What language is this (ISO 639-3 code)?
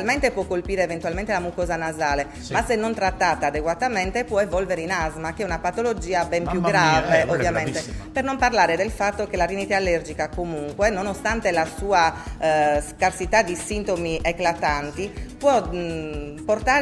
ita